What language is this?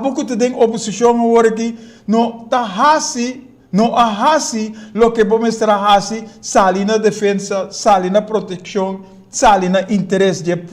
Papiamento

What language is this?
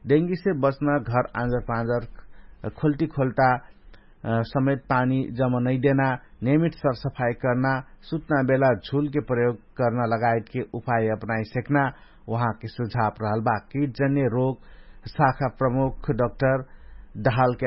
Dangaura Tharu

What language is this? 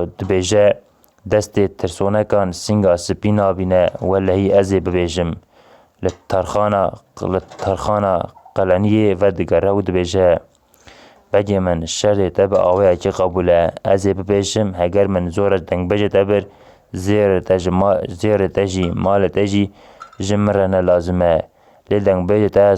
Kurdish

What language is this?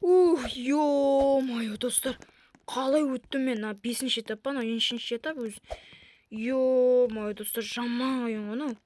Kazakh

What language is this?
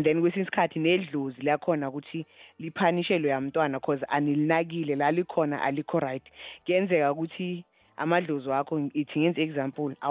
South Ndebele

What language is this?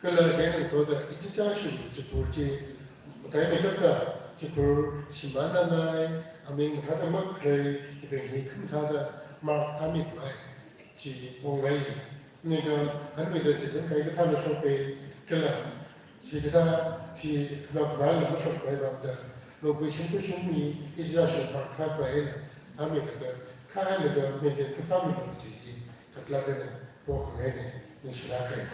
Tangkhul Naga (India)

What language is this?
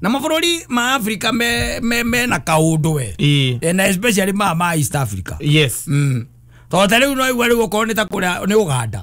Kikuyu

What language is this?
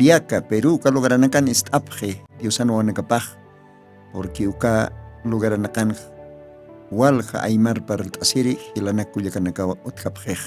Aymara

